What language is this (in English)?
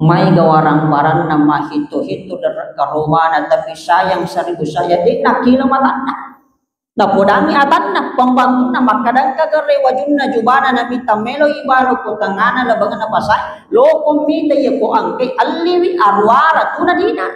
Buginese